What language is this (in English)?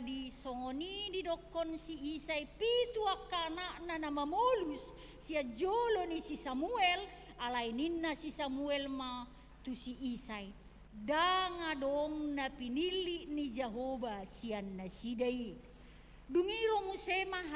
Batak Toba